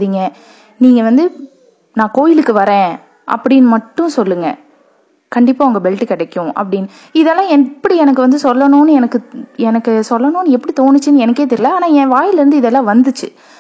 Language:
Tamil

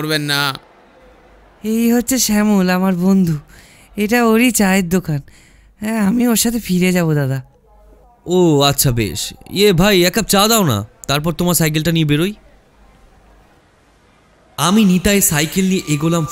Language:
Bangla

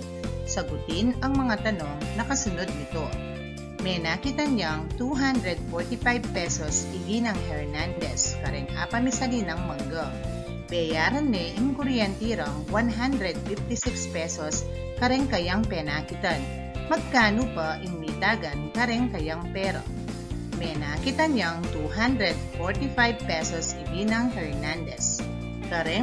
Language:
Pampanga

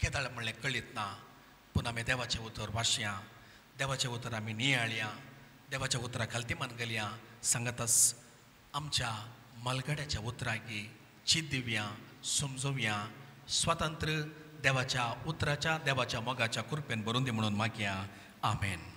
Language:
Konkani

